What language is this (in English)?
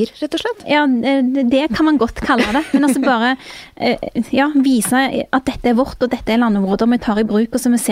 Norwegian